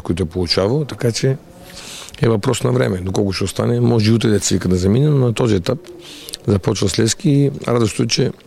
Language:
Bulgarian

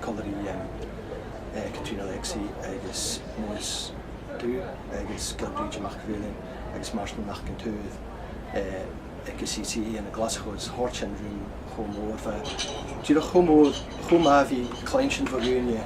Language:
Scottish Gaelic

